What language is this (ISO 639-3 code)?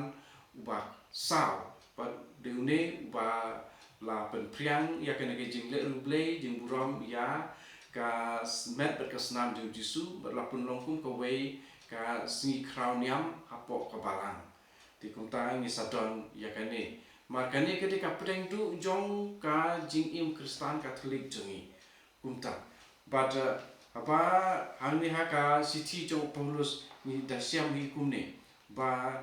kha